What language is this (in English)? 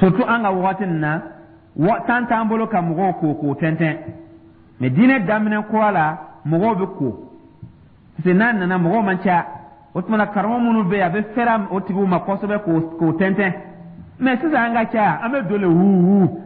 Dyula